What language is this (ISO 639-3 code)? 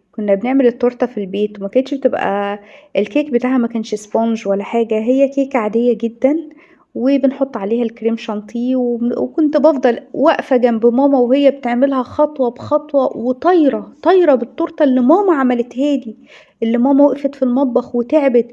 arz